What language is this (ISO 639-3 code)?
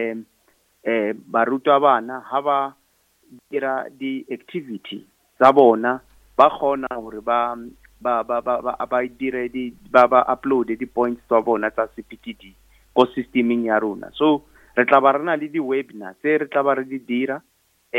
nso